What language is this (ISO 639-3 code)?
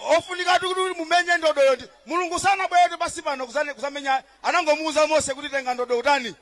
nya